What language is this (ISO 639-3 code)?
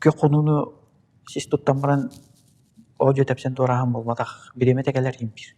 sah